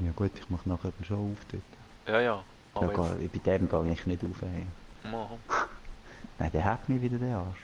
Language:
Swiss German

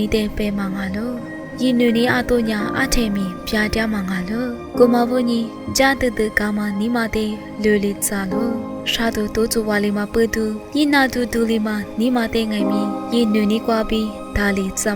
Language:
Lisu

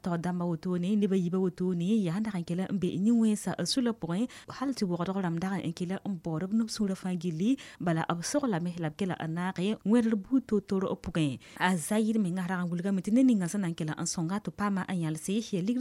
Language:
Mossi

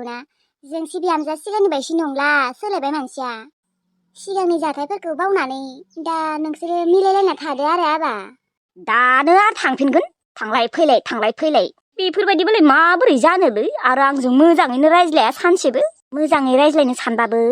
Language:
Bodo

